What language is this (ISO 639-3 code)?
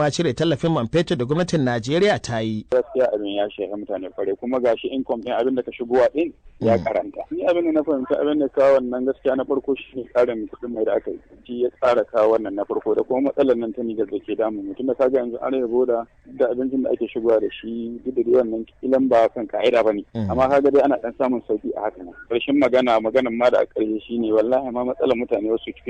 hau